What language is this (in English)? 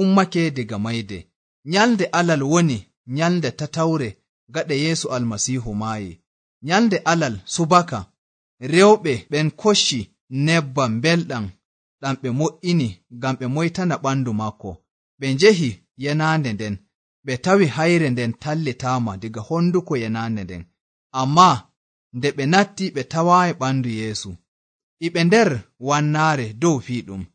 Nigerian Fulfulde